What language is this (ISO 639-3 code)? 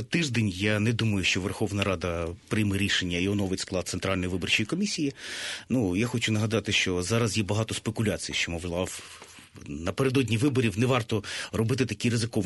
ukr